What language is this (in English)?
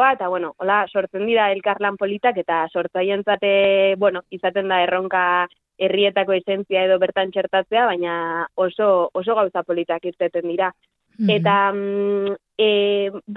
Basque